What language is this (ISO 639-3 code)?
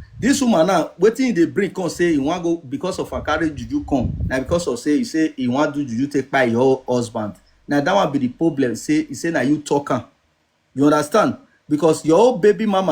pcm